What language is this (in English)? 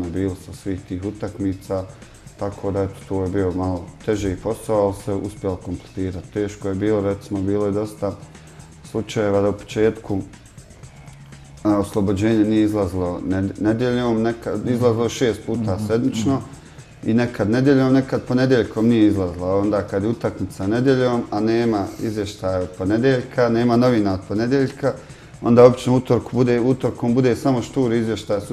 Bosnian